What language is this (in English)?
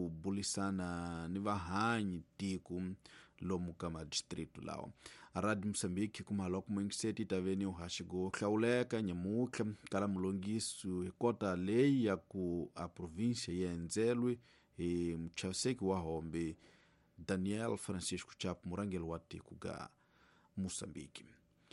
Tsonga